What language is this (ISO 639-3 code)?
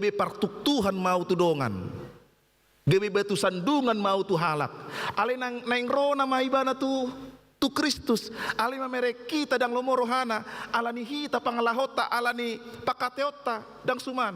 bbc